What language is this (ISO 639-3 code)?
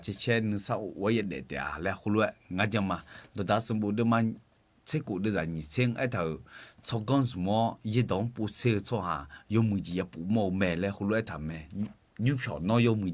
ahk